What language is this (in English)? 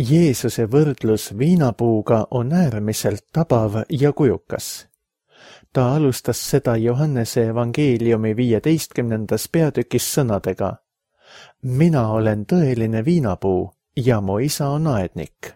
Estonian